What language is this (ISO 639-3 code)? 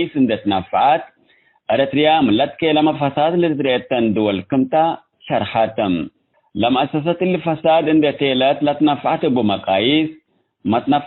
tig